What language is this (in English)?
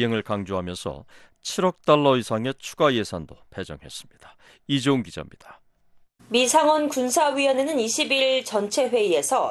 Korean